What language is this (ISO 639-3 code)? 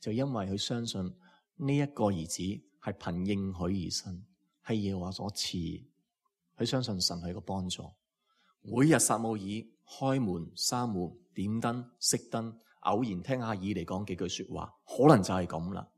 yue